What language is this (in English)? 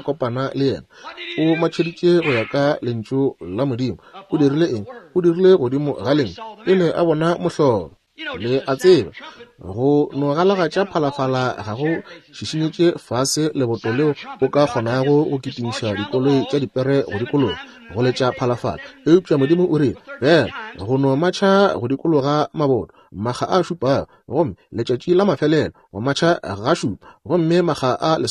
Northern Sotho